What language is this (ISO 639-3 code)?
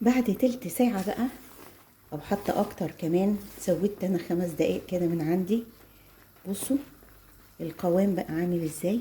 arz